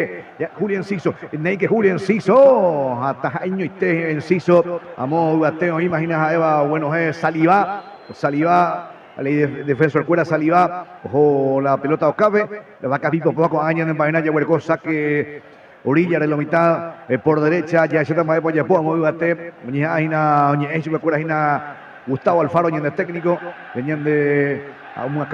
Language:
Guarani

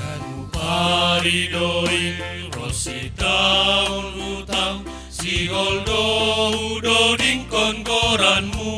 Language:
Batak Simalungun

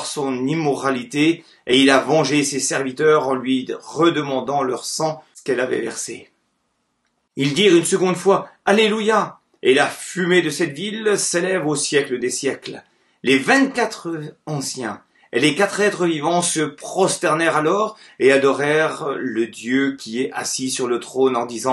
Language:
French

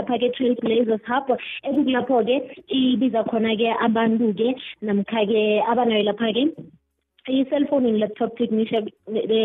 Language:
South Ndebele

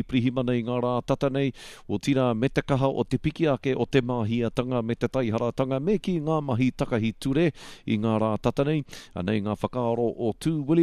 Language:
Māori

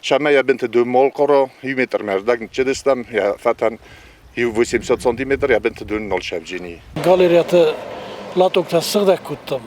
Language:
Ossetic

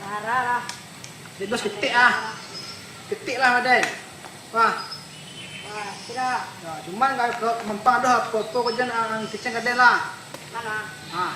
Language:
Minangkabau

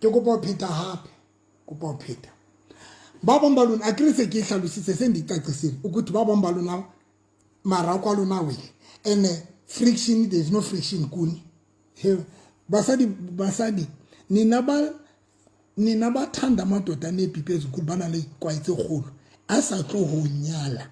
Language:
Southern Sotho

